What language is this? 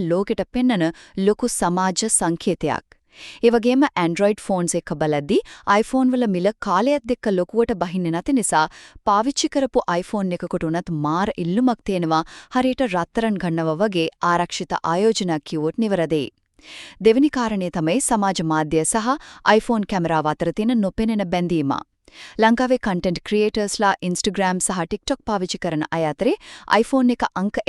Sinhala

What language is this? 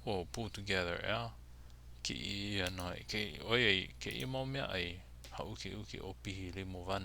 Hawaiian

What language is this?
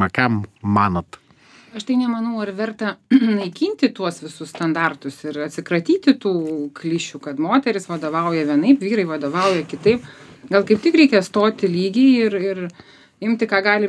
Lithuanian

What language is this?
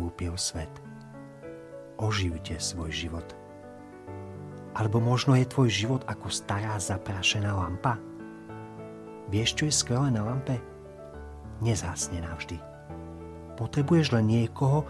Slovak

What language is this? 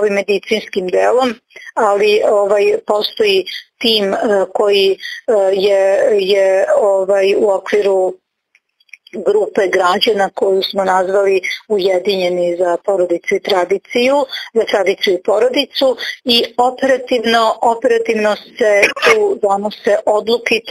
Serbian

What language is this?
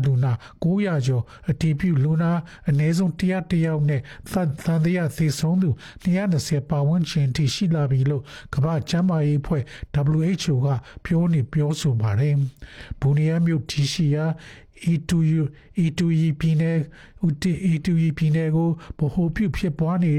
Burmese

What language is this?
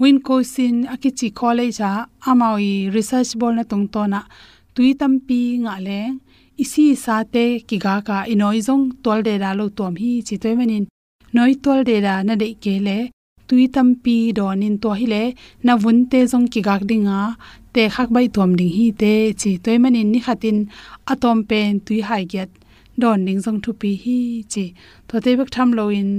Tedim Chin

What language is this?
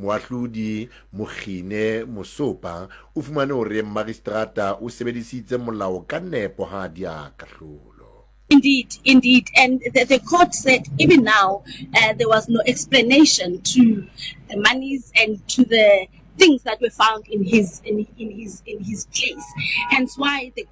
Southern Sotho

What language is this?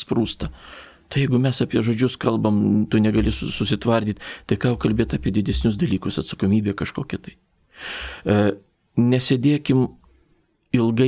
Lithuanian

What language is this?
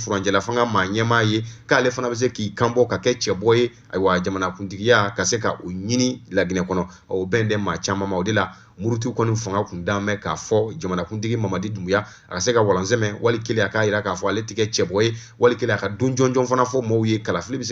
Bambara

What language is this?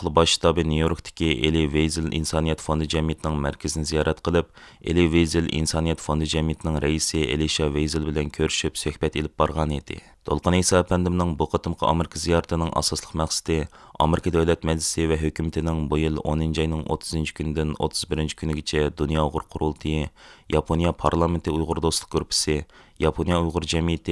Uyghur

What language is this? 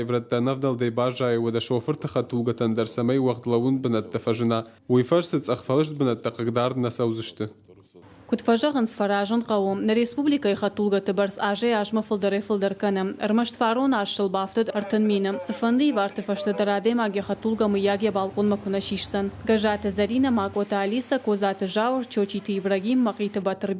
Ossetic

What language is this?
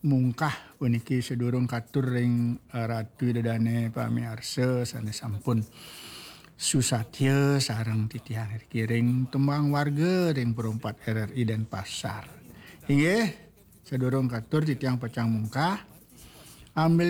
Balinese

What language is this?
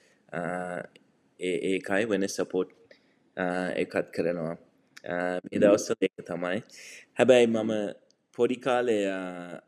Sinhala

